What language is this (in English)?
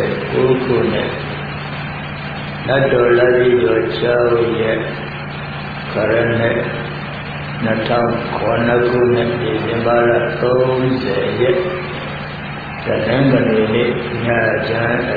Burmese